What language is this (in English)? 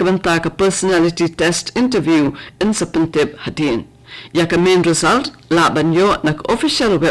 Khasi